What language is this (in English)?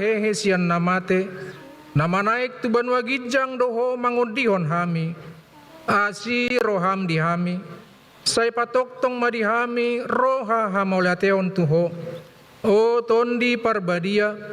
Batak Toba